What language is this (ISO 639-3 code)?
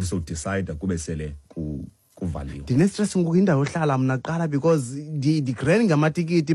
xho